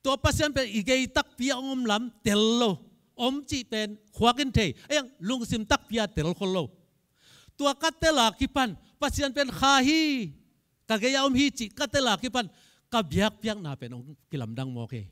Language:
Tedim Chin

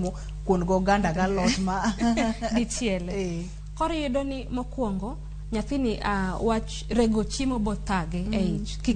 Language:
Luo (Kenya and Tanzania)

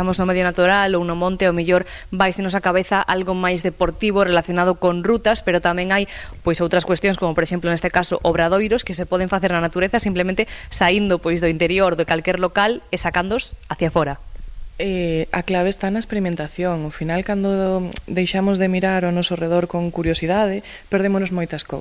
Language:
Galician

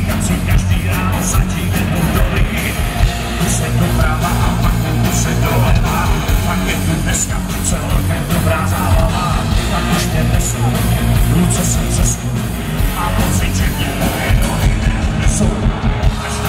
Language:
Czech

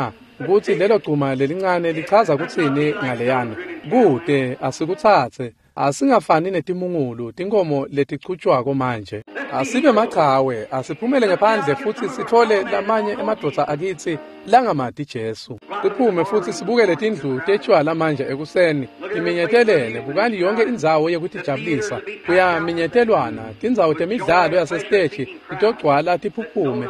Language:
Swati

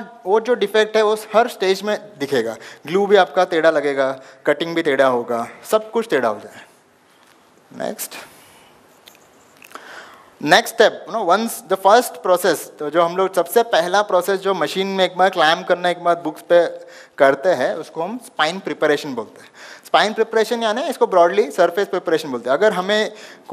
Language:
Hindi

